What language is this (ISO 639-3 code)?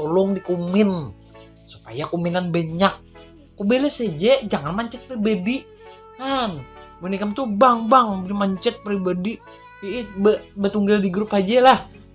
bjn